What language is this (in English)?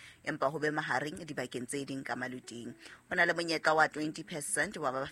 Southern Sotho